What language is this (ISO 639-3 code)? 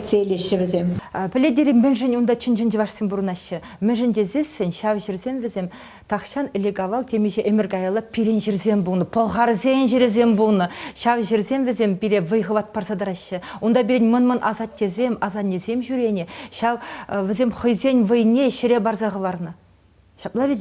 chv